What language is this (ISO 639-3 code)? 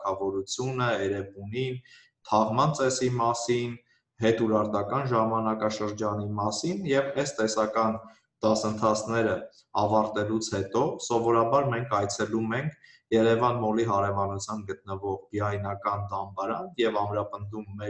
hye